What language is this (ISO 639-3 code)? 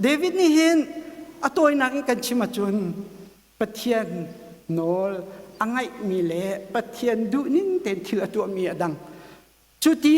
cnh